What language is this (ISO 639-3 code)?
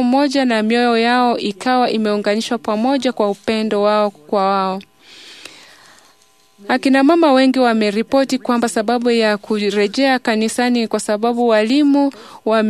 swa